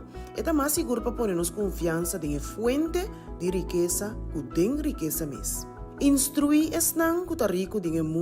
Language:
Papiamento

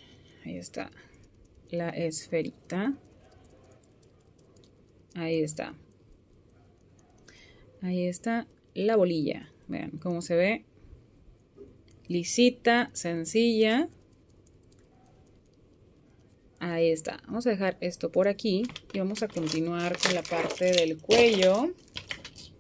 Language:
Spanish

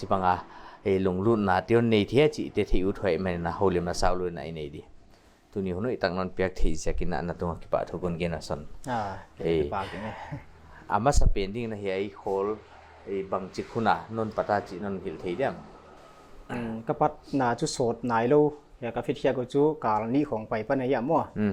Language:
Paite Chin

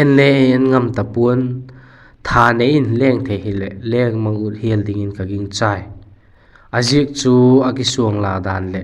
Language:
Vaiphei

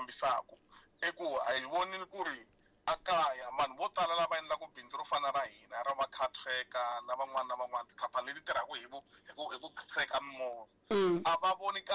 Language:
Tsonga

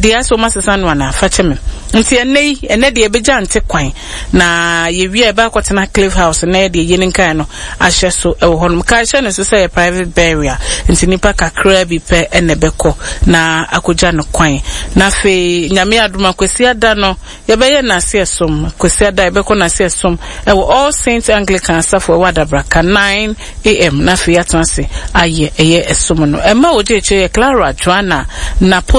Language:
Akan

